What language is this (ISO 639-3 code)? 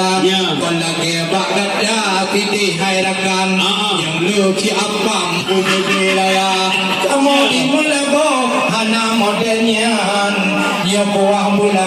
ace